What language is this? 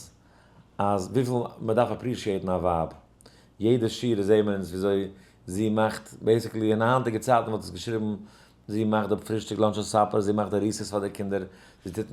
Yiddish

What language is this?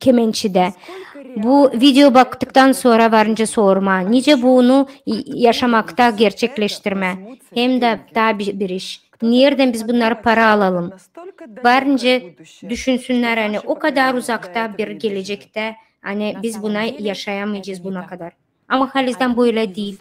Gagauz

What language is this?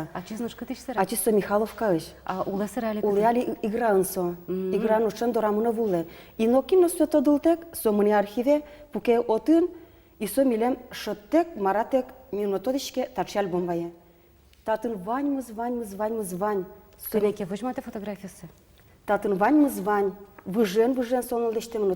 Udmurt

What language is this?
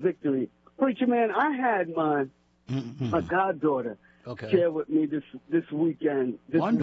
English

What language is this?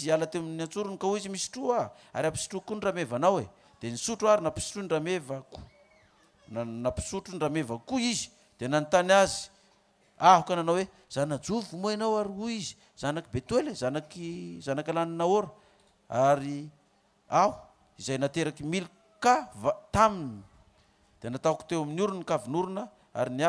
Malagasy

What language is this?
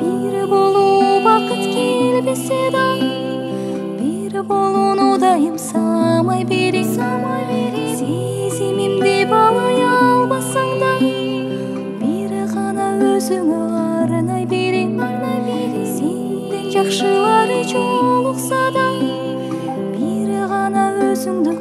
Kazakh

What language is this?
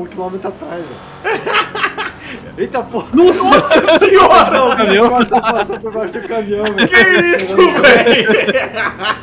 Portuguese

